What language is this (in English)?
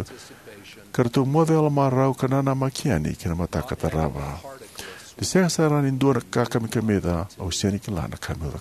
Fijian